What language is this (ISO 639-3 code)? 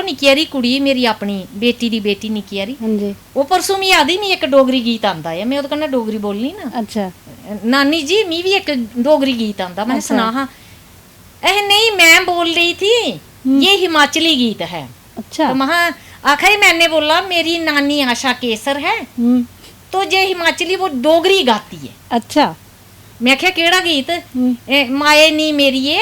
doi